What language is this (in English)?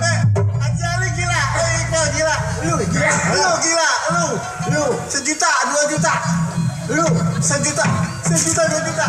Betawi